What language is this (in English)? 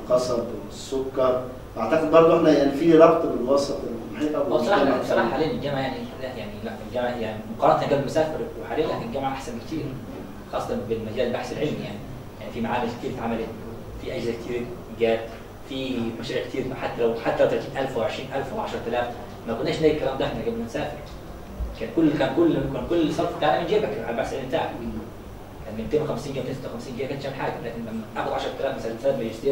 Egyptian Arabic